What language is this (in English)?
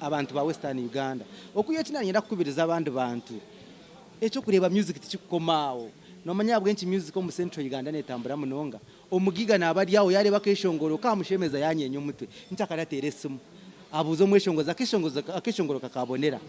Nyankole